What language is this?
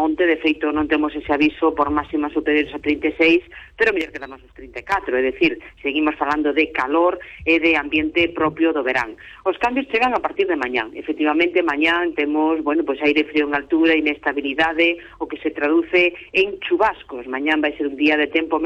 Galician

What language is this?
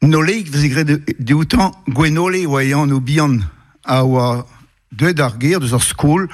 Breton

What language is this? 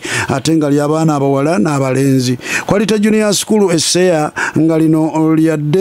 Ganda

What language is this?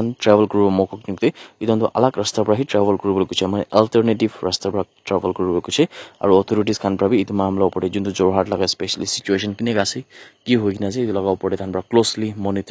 Naga Pidgin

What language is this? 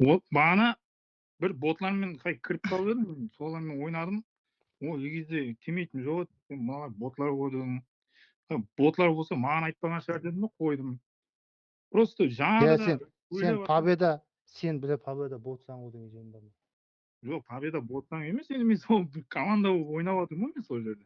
Kara-Kalpak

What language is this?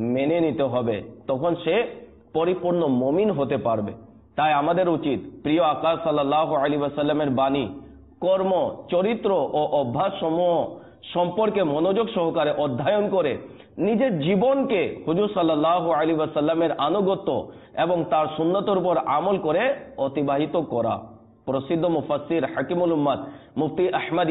Bangla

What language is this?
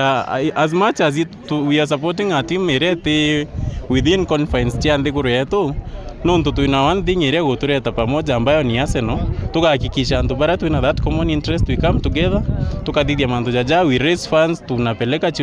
Meru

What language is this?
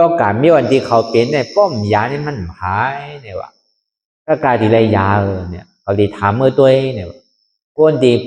Shan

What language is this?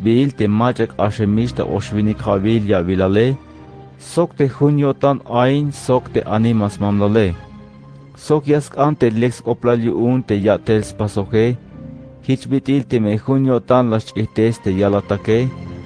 Tzeltal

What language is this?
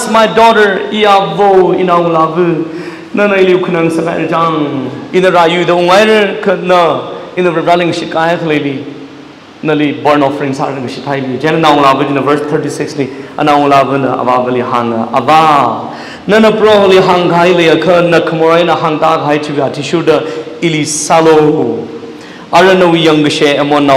Tangkhul Naga (India)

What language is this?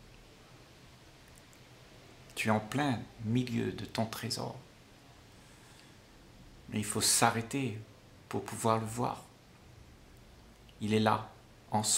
French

